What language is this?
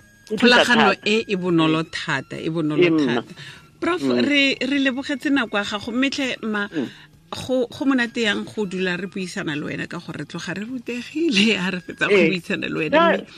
Tswana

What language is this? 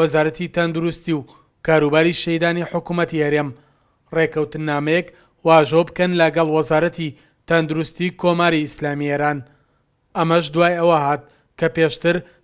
Central Kurdish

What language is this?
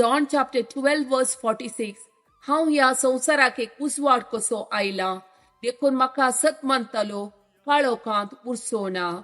Konkani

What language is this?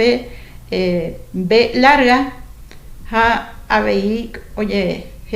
Guarani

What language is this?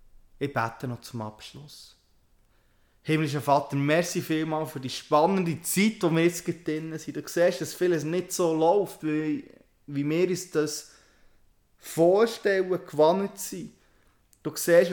German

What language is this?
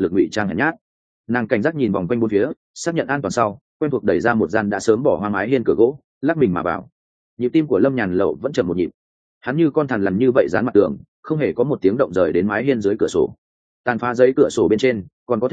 Vietnamese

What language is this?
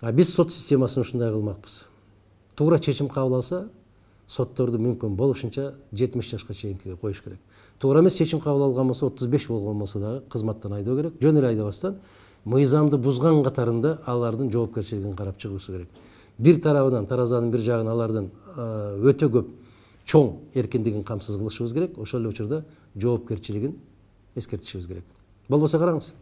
Kyrgyz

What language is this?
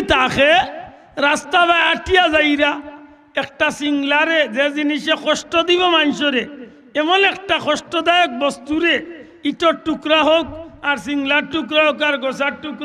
Sylheti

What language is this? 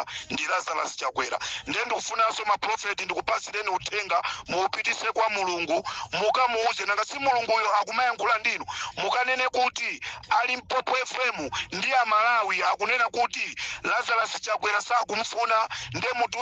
Nyanja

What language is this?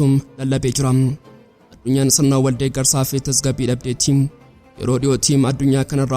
Oromo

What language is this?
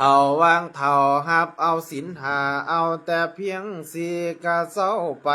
Northeastern Thai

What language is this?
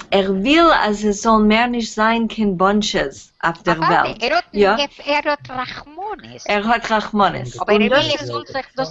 Yiddish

